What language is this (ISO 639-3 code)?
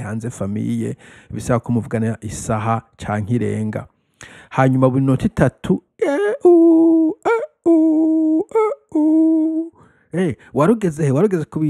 run